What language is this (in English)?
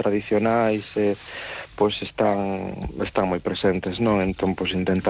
Galician